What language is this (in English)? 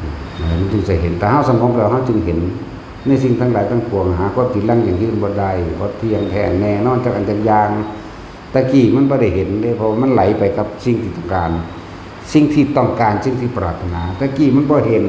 Northeastern Thai